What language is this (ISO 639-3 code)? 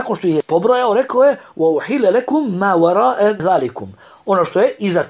bos